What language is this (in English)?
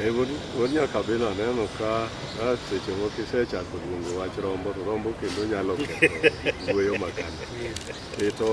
Luo (Kenya and Tanzania)